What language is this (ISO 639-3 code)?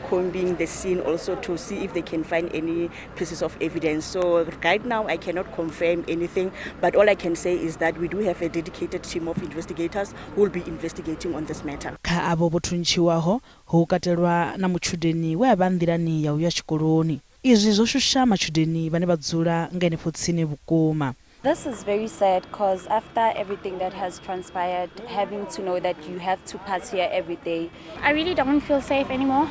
ven